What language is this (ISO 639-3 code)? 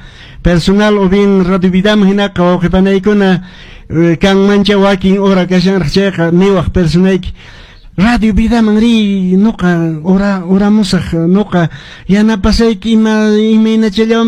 que